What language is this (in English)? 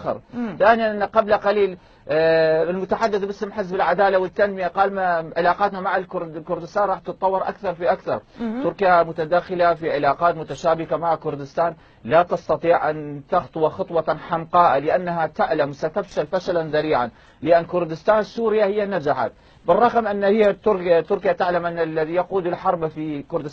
Mesopotamian Arabic